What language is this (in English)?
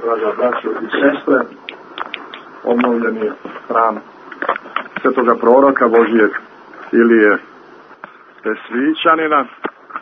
Serbian